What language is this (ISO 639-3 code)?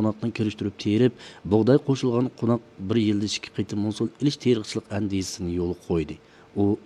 uig